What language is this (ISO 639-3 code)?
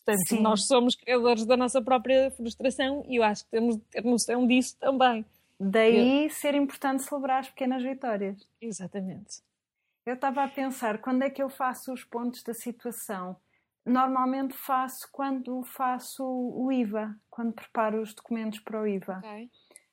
por